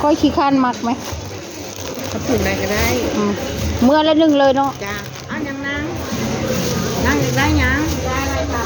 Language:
Northeastern Thai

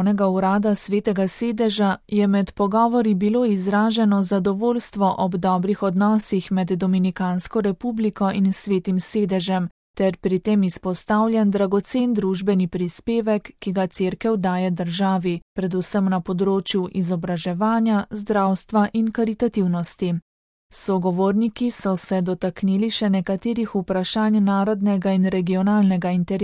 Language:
Slovenian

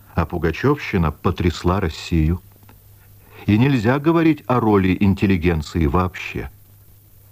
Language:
Russian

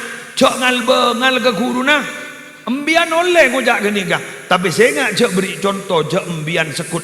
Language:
Madurese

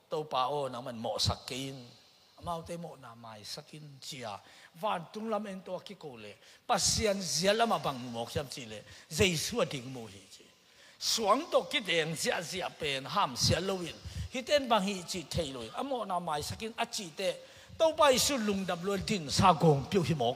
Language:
Tedim Chin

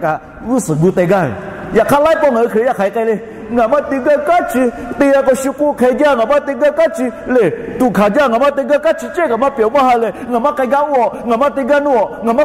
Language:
Lahu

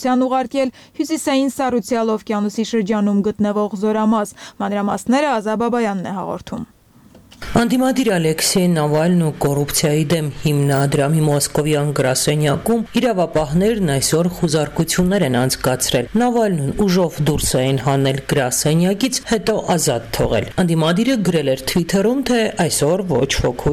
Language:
Armenian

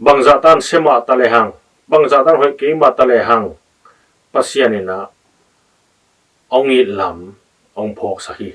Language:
Tedim Chin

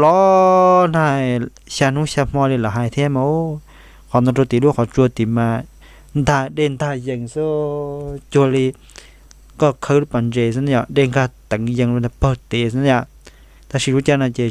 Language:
Hmong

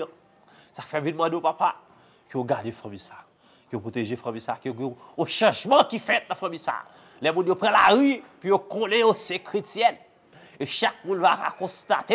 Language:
Haitian Creole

